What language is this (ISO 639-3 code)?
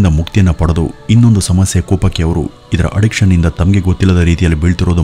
kan